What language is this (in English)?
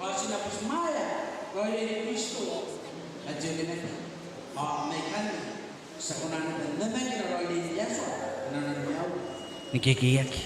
Gilbertese